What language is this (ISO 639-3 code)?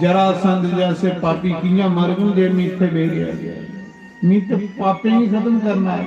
doi